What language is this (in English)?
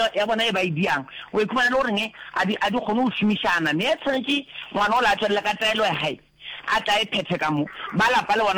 Northern Sotho